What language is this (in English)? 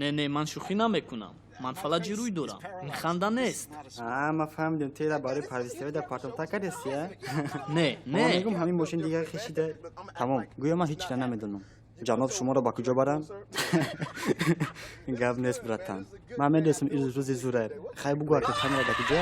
Tajik